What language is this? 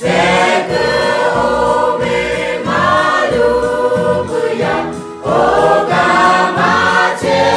Lahu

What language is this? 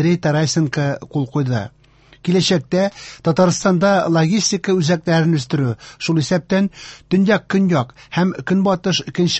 Tatar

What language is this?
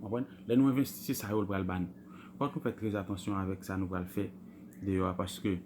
Haitian Creole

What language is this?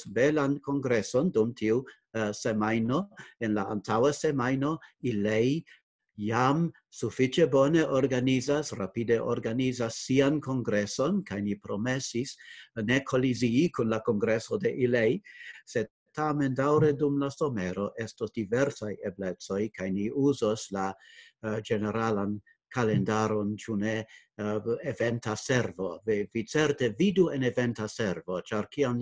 Esperanto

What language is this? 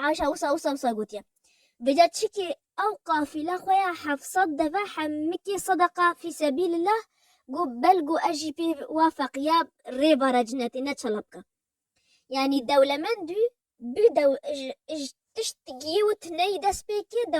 Kurdish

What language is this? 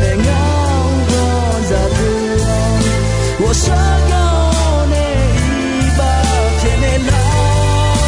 Akha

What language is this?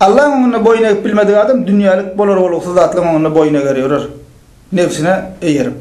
Turkmen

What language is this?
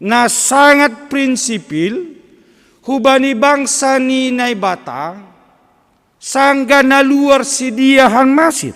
Batak Simalungun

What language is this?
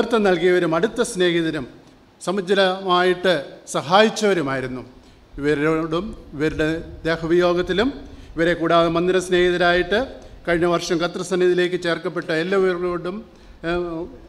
Malayalam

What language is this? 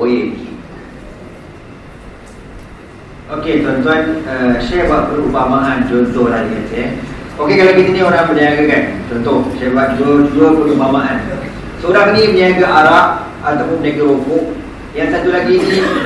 Malay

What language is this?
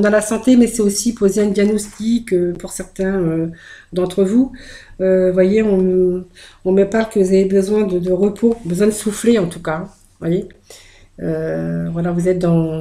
French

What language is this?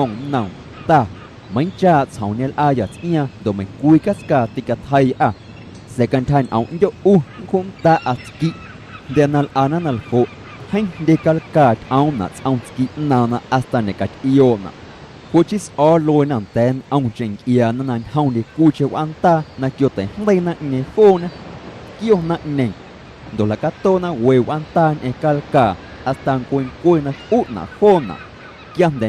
Guerrero Amuzgo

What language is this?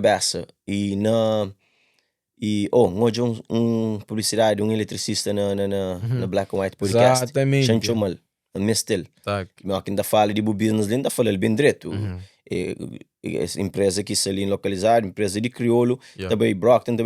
Kabuverdianu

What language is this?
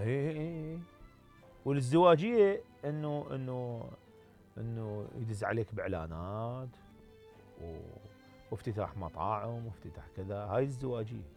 Mesopotamian Arabic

